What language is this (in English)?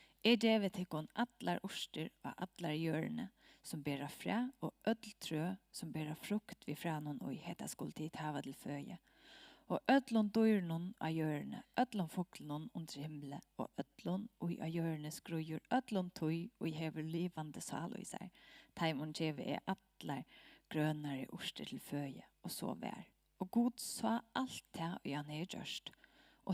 Faroese